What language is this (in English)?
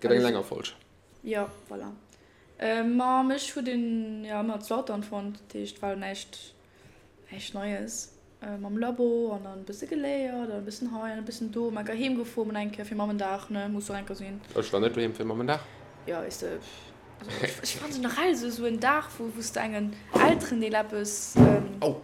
Luxembourgish